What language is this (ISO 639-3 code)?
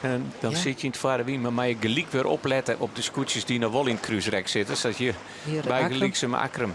fry